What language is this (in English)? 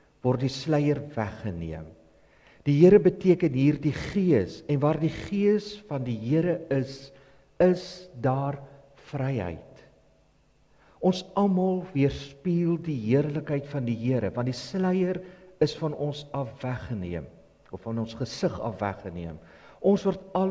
Afrikaans